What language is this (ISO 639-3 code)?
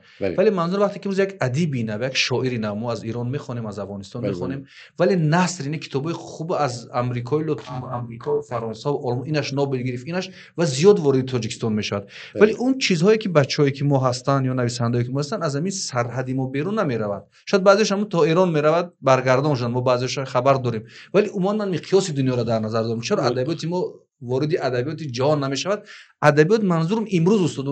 tgk